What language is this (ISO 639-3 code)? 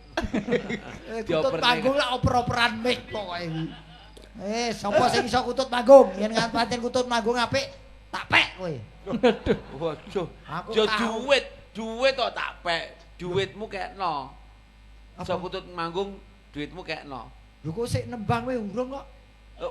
jav